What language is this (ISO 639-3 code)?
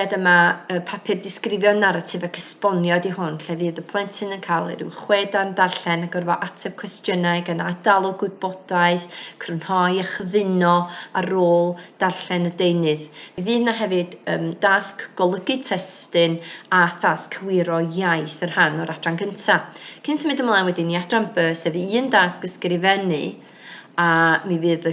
cym